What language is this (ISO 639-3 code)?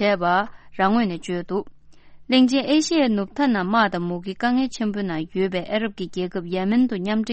bod